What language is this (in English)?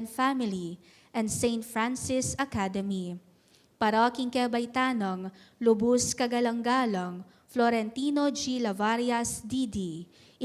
Pampanga